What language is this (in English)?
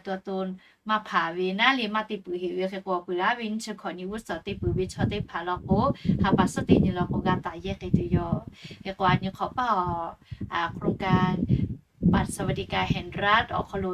Lahu